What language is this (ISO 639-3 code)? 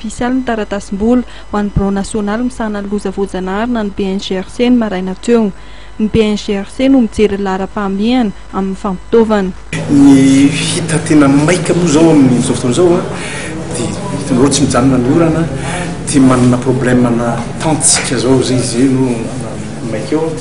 mlg